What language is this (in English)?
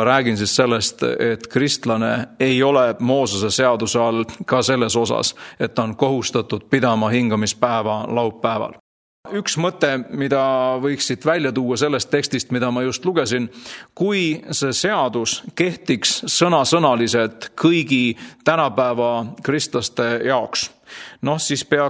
Estonian